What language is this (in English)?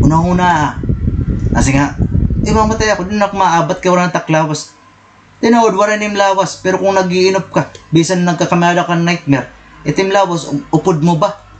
Waray